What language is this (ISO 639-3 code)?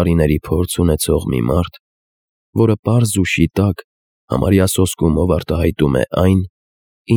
hye